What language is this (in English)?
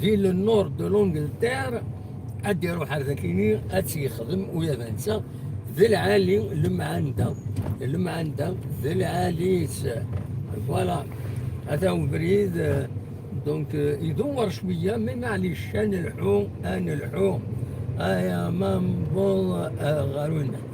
Kabyle